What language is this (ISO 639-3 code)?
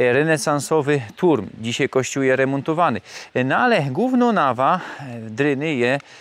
szl